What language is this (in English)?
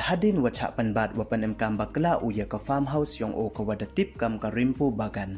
Pnar